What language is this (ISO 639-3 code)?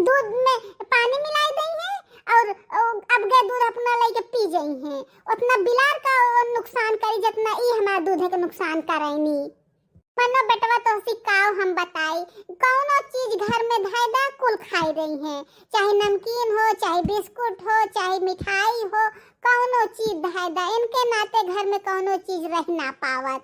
bho